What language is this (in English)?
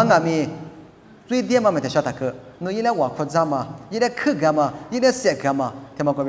Lisu